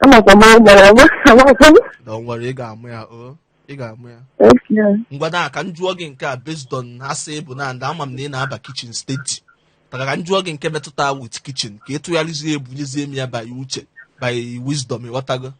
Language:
Igbo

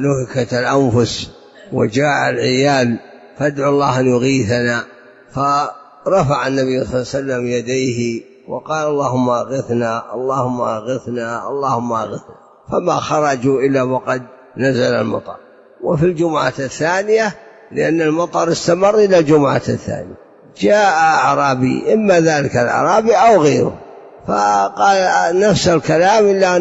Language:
Arabic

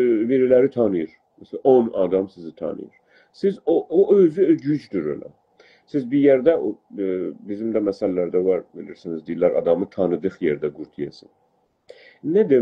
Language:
South Azerbaijani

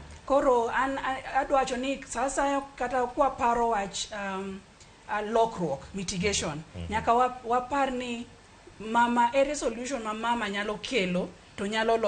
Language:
Luo (Kenya and Tanzania)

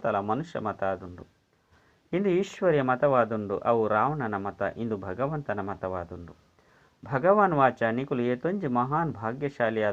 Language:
Tulu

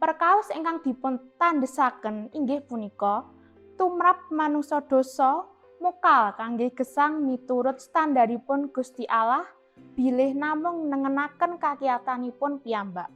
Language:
Javanese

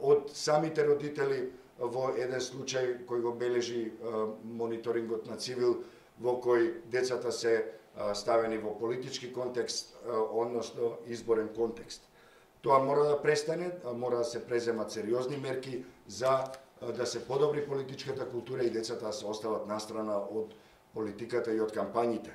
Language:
Macedonian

